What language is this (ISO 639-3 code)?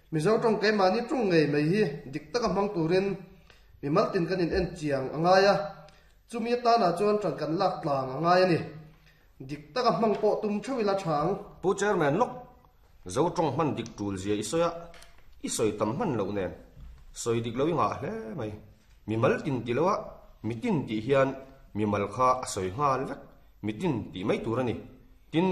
lus